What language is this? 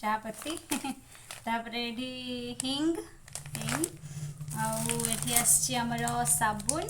Odia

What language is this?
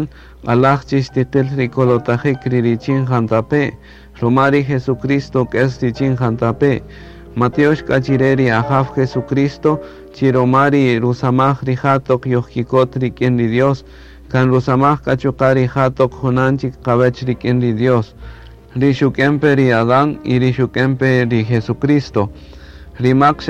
Kaqchikel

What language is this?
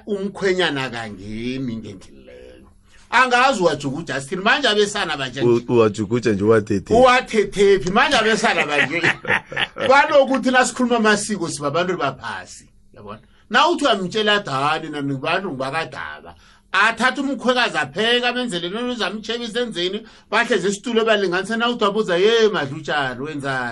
South Ndebele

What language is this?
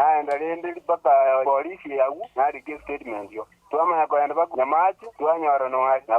Gusii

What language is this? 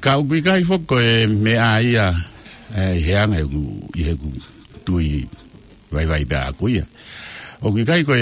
Tongan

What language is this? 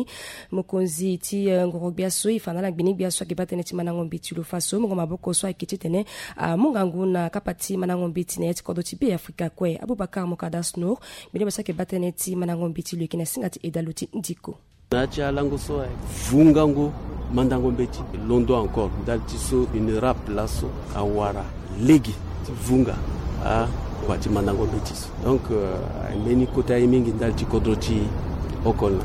Sango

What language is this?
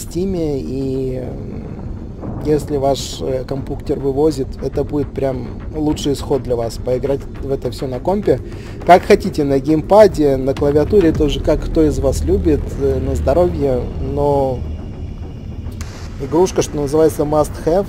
Russian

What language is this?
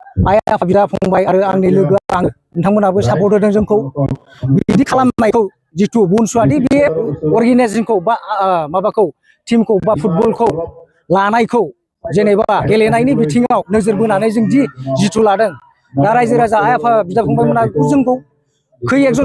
Bodo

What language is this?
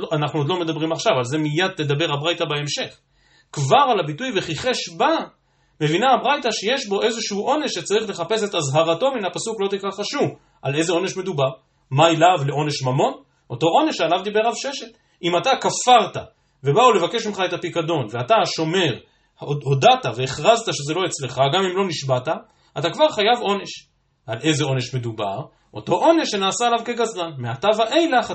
Hebrew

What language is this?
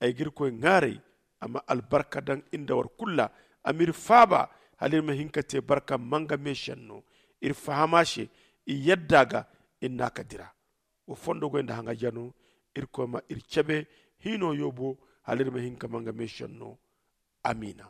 Zarma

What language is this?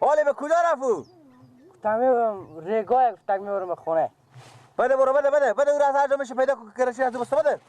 Persian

